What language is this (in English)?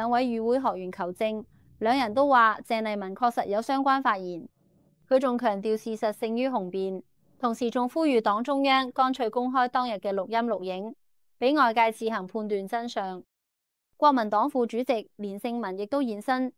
Cantonese